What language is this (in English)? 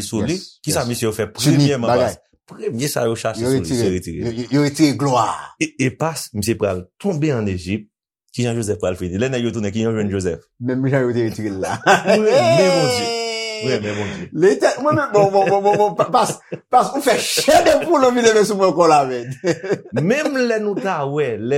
Haitian Creole